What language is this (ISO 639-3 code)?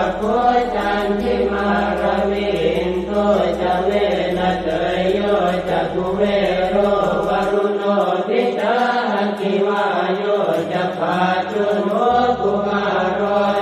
pli